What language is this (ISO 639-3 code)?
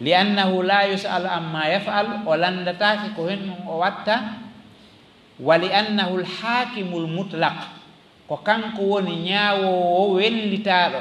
ful